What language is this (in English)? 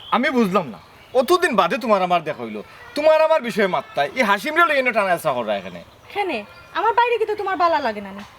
Sylheti